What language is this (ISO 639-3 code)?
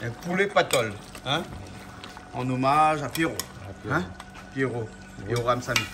rcf